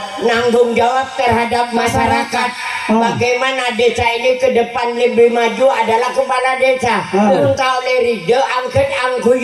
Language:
Madurese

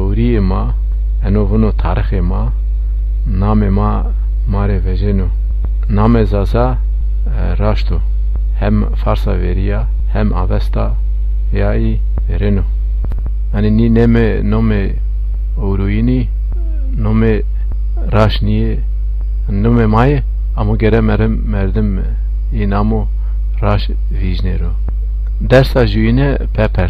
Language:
Zaza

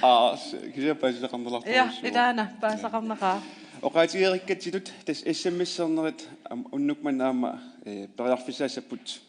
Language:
Kalaallisut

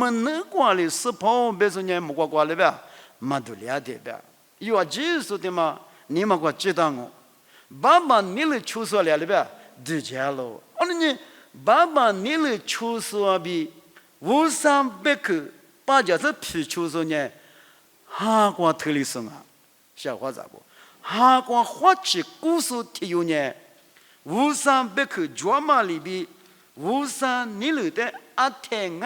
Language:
Lisu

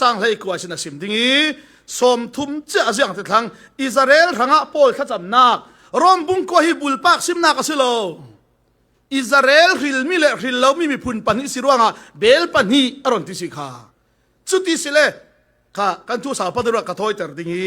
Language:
Falam Chin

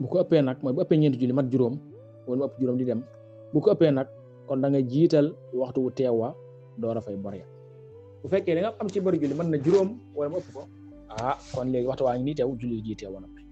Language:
Wolof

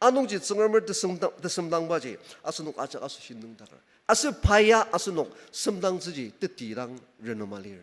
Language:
Ao Naga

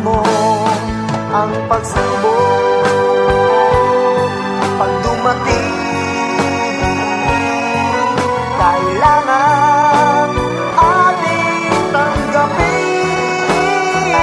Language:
Filipino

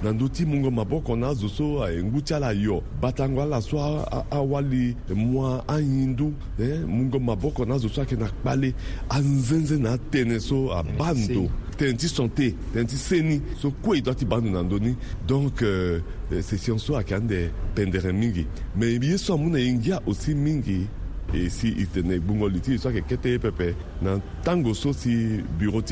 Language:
Sango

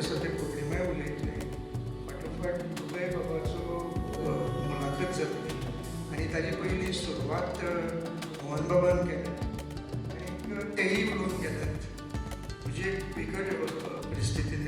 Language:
Konkani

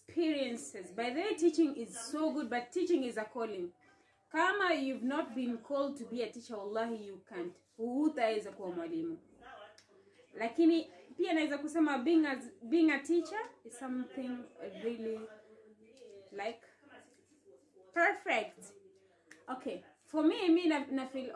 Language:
Swahili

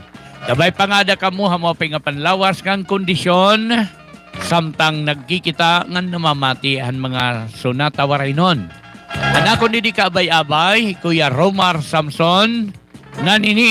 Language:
Waray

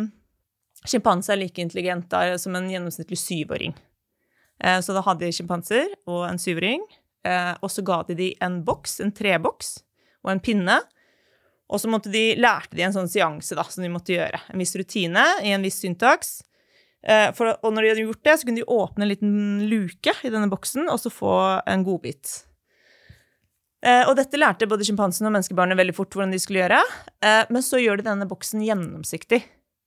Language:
Norwegian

